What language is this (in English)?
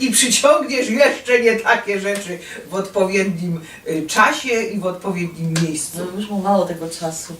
Silesian